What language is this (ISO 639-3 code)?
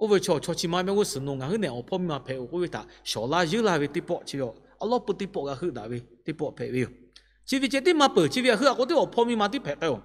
lhu